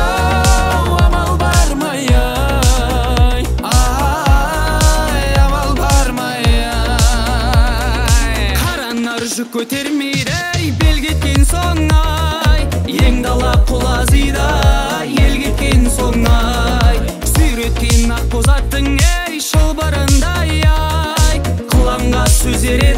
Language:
Kazakh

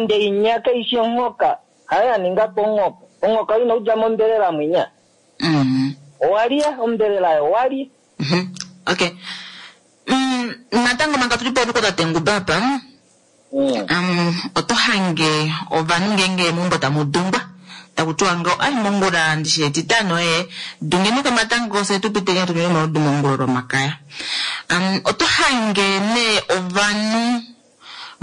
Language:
Kuanyama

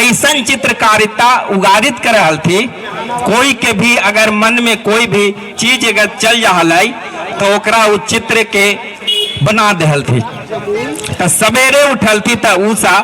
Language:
Magahi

